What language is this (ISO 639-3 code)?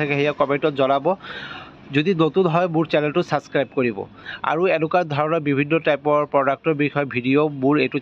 asm